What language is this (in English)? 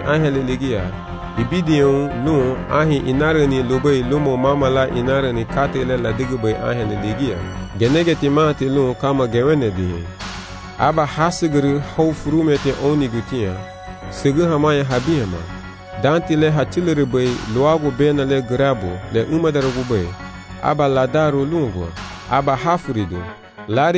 Garifuna